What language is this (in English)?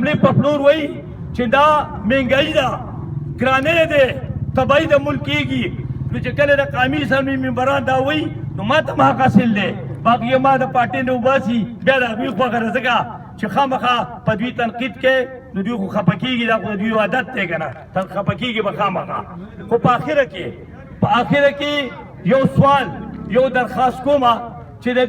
Pashto